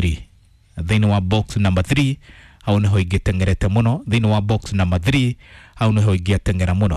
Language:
Kikuyu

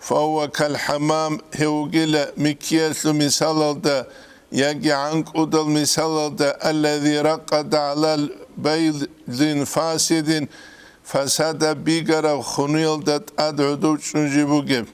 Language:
Avaric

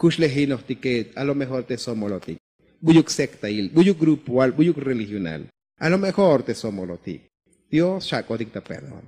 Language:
Tzotzil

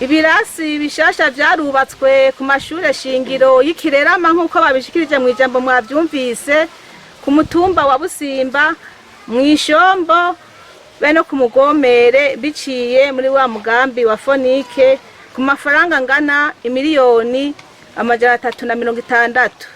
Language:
Rundi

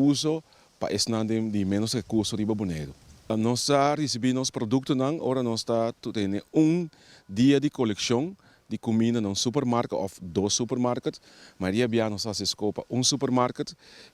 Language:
Papiamento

